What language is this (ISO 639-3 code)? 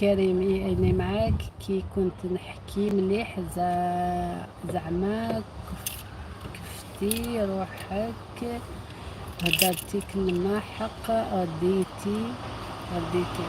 arq